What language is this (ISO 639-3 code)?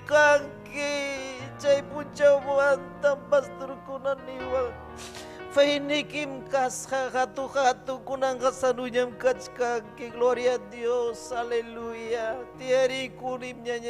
quy